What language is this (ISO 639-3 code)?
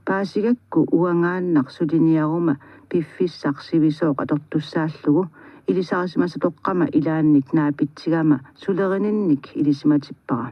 kal